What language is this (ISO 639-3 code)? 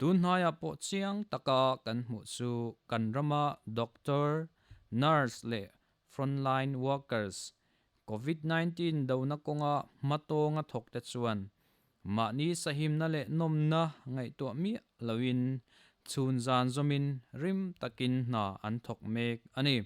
lus